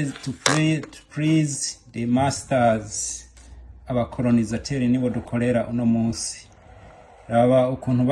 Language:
Rundi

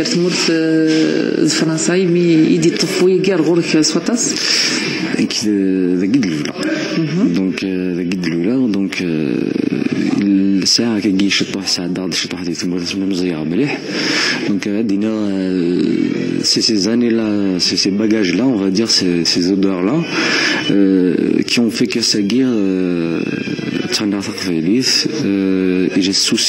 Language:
Kabyle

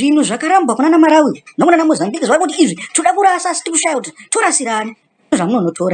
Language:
Shona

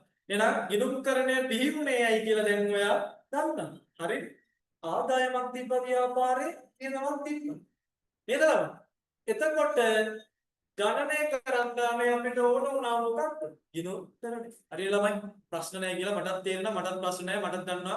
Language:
Sinhala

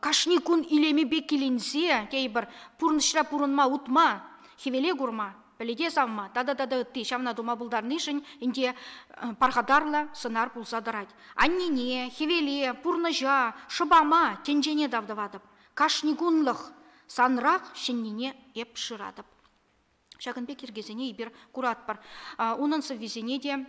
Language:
Chuvash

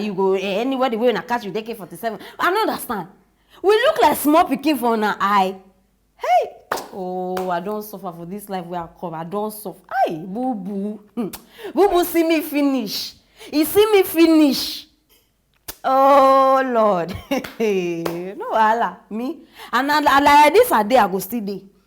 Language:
Nigerian Pidgin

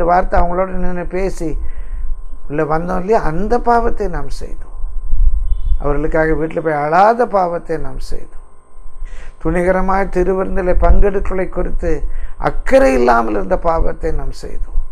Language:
Tamil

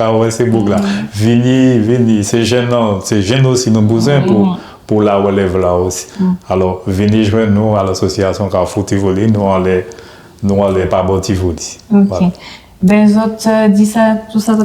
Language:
Guadeloupean Creole French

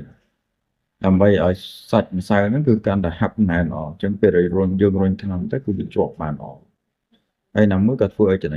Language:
Khmer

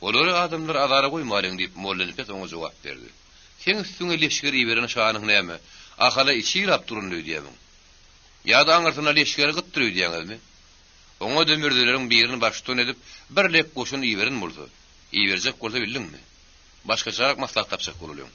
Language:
Turkmen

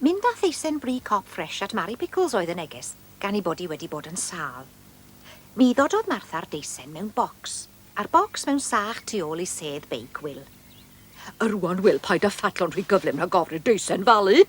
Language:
Welsh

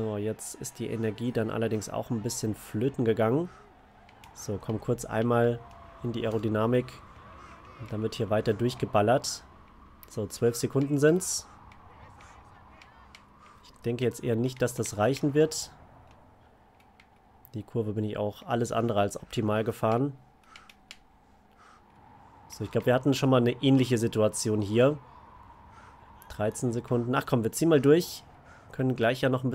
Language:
German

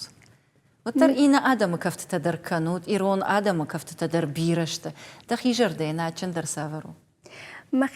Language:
Ossetic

